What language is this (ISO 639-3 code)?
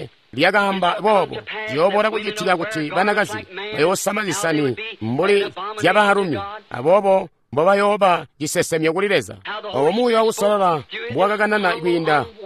toi